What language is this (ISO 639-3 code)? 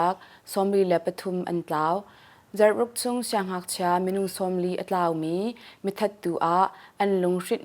cnh